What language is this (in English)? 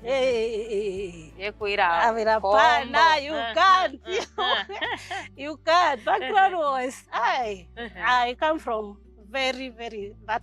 Meru